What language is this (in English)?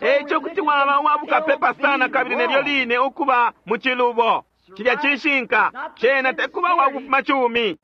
Bemba